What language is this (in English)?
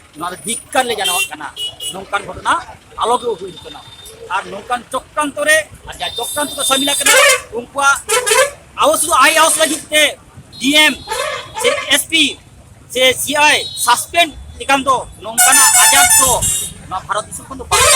Santali